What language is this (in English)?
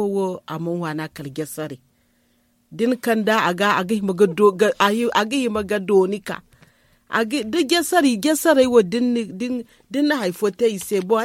Zarma